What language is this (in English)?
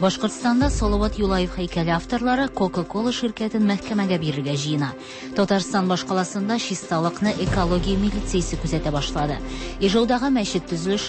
Tatar